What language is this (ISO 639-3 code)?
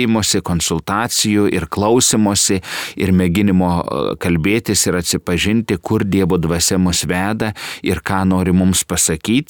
lit